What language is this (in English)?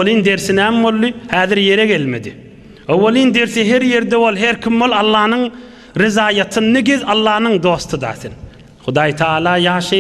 Turkmen